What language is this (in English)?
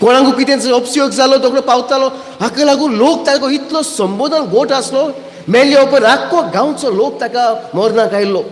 Konkani